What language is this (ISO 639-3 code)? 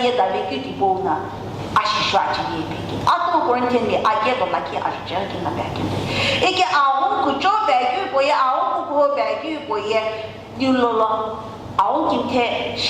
nsm